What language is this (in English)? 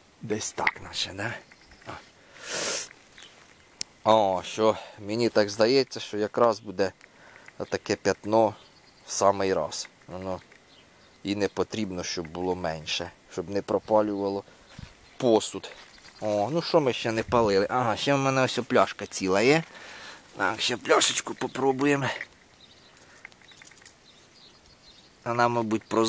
Ukrainian